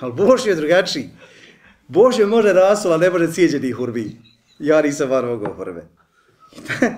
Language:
Bosnian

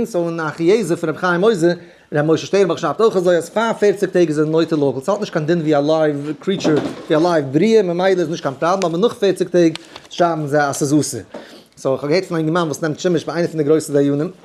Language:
Yiddish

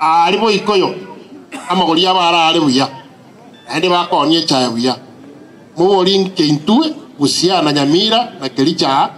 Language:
Gusii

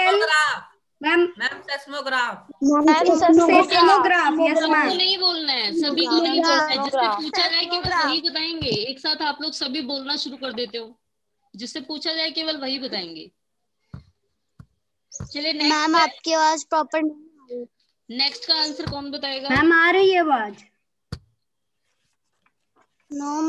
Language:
Hindi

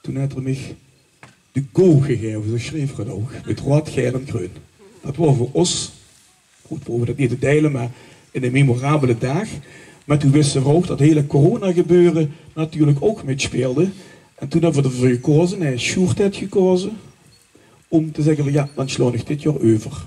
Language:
Limburgish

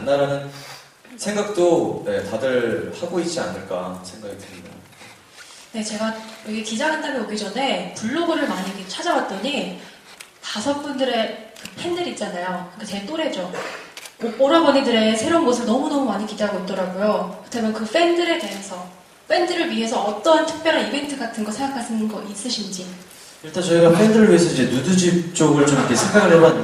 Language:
Korean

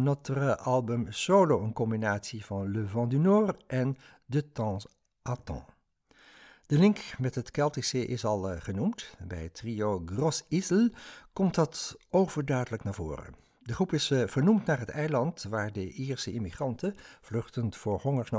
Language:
Dutch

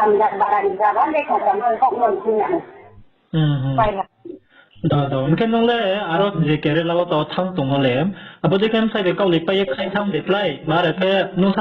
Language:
Riang (India)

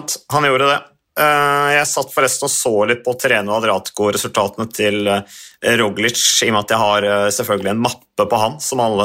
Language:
Norwegian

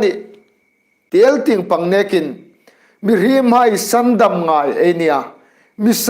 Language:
Hmar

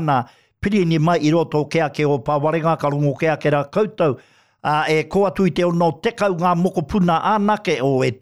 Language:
Māori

